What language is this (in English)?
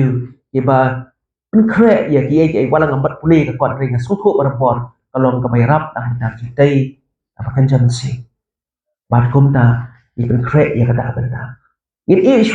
Khasi